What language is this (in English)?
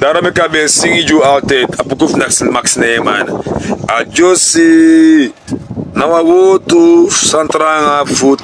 Sranan Tongo